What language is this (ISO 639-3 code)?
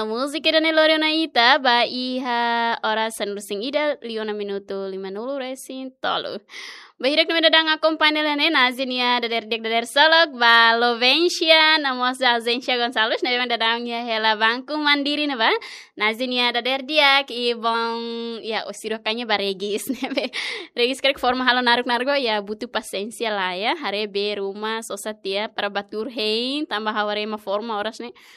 tet